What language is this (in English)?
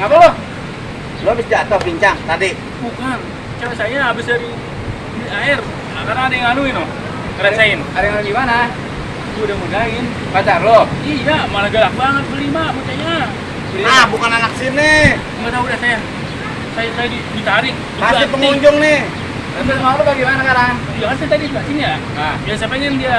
Betawi